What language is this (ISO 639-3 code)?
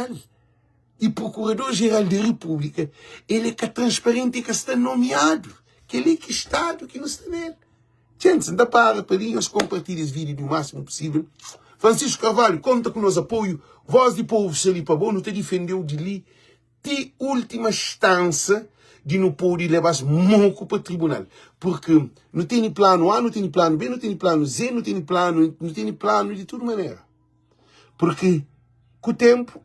kea